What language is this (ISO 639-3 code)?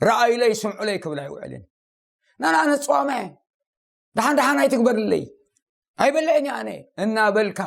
tir